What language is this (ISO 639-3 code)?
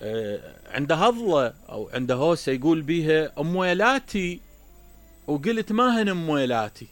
acm